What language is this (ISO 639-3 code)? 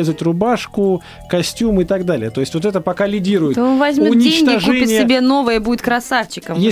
rus